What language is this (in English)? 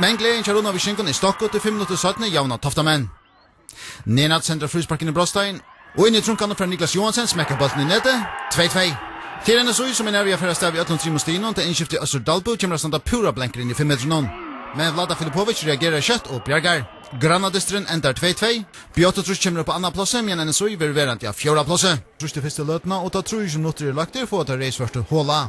Faroese